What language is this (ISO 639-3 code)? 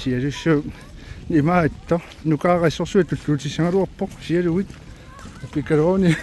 kal